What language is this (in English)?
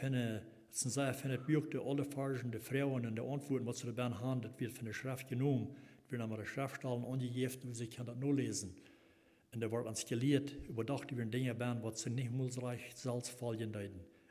Plautdietsch